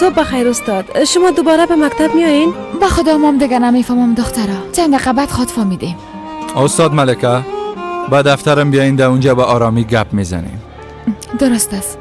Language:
Persian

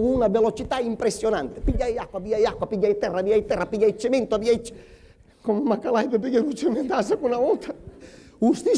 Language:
Sicilian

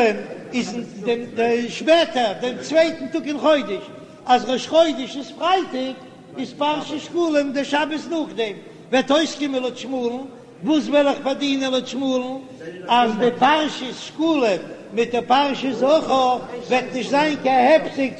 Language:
Yiddish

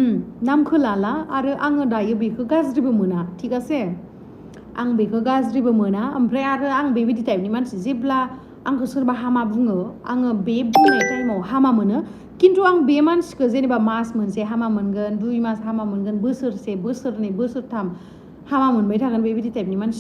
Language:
Bodo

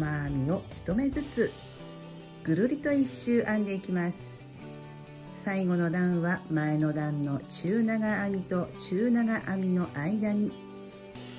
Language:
Japanese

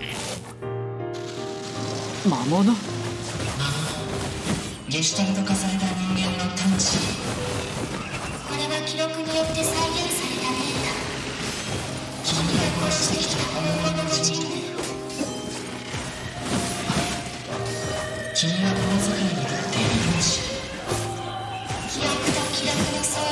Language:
Japanese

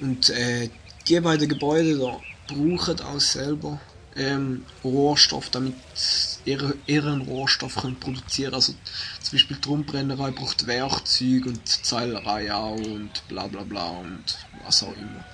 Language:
Swiss German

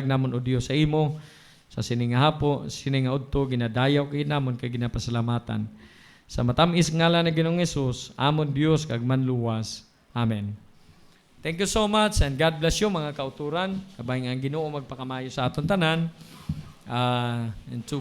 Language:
Hiligaynon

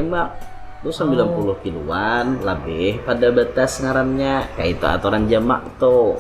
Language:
Banjar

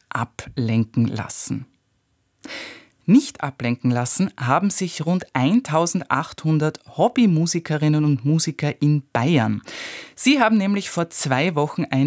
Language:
German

